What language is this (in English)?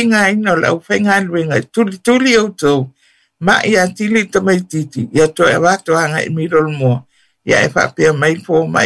Samoan